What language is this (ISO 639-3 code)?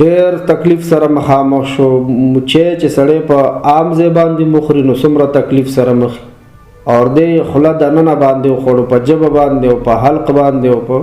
pus